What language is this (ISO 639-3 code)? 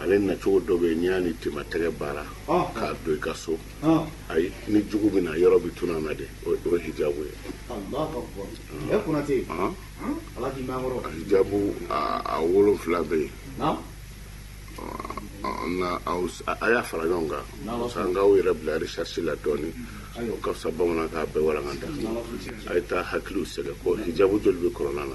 bam